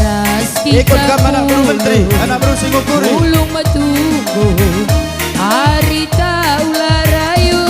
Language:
Batak Karo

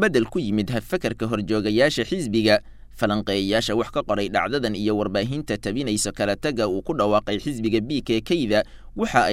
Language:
Somali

